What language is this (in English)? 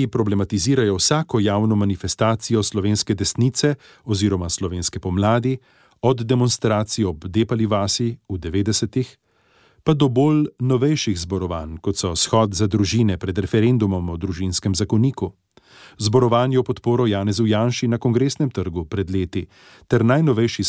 Slovenian